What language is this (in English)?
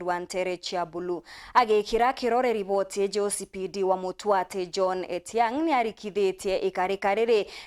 Meru